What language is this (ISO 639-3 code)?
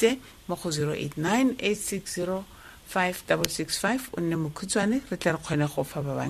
tsn